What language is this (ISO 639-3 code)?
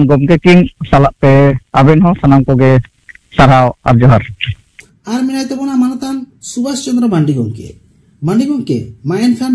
sat